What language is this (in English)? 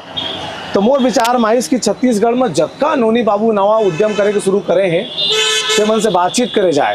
Chhattisgarhi